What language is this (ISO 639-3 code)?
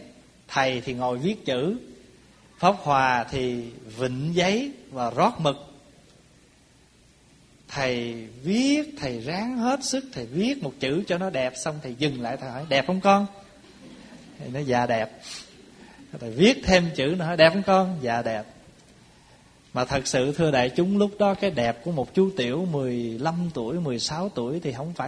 vie